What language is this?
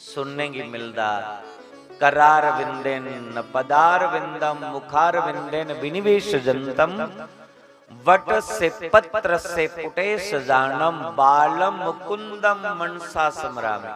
Dogri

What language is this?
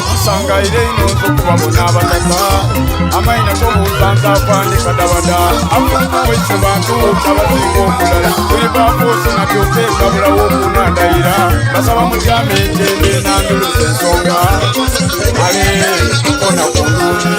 Soga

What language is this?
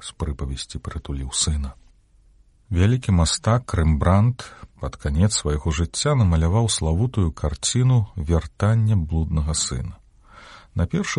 Belarusian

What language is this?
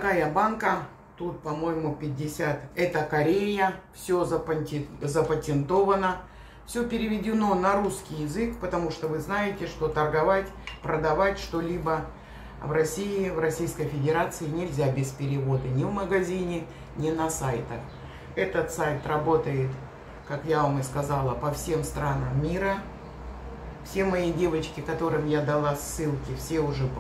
Russian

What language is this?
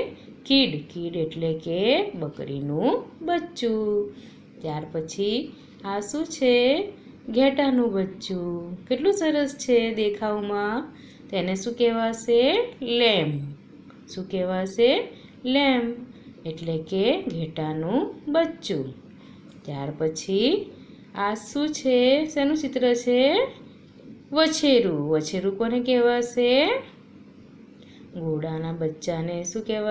Gujarati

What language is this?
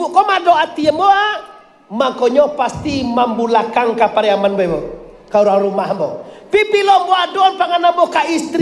Minangkabau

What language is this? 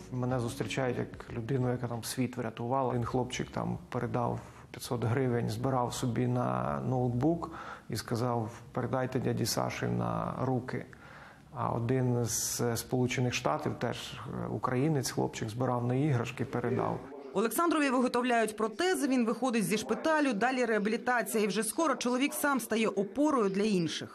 Ukrainian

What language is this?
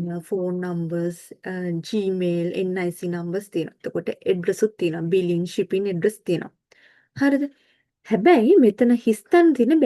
Sinhala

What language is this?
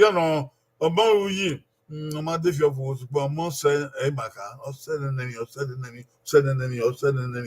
Bini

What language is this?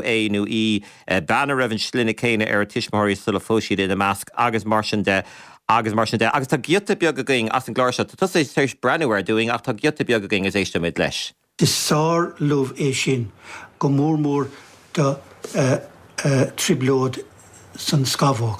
Irish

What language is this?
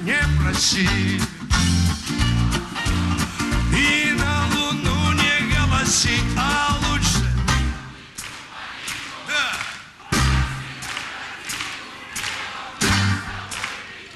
Russian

